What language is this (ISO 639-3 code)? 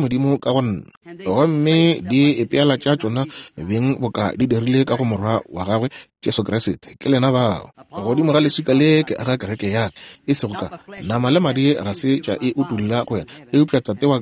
nso